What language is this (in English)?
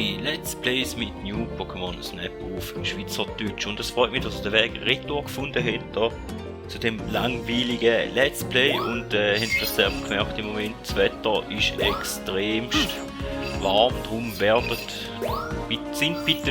Swiss German